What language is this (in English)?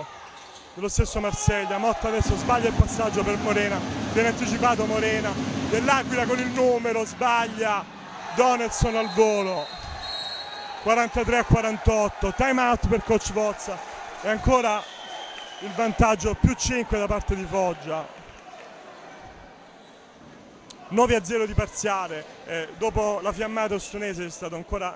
Italian